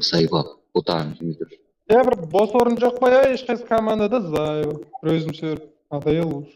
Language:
Kara-Kalpak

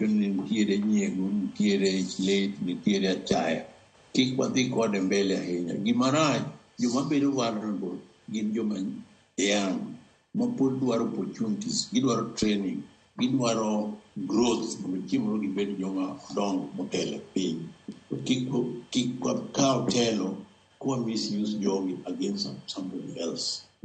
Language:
Luo (Kenya and Tanzania)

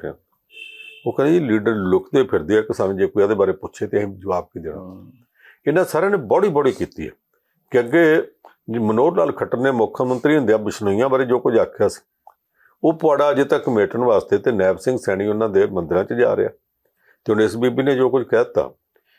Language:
Punjabi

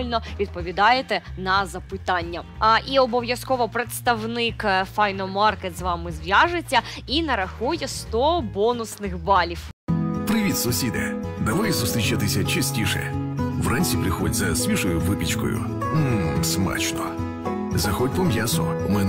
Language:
Ukrainian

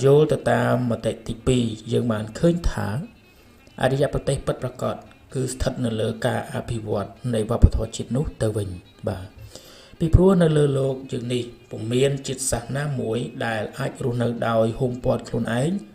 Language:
Khmer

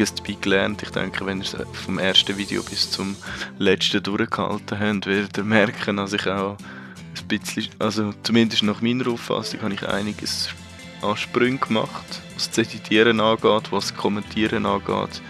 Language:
Swiss German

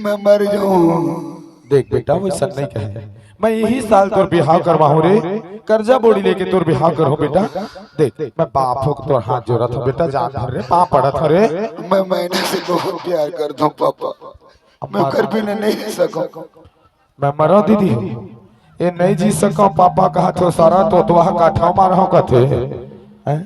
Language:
Chhattisgarhi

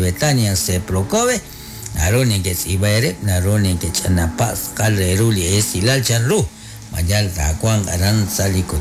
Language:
Kekchí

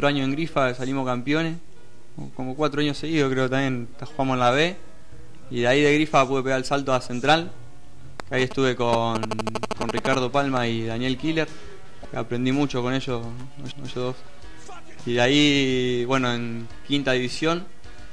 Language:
Spanish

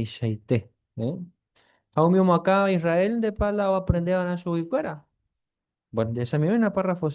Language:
Guarani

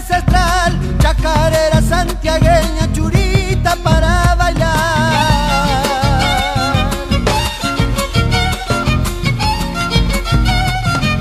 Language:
Spanish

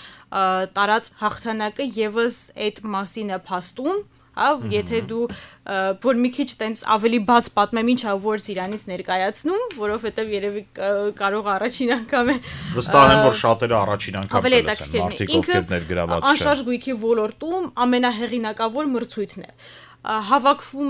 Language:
Armenian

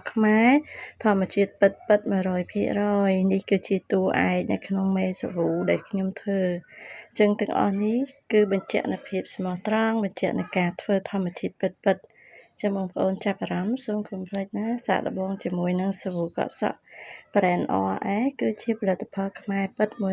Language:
Khmer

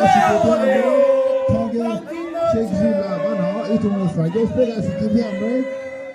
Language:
Tangkhul Naga (India)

